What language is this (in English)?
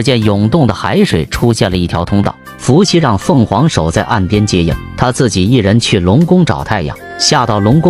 Chinese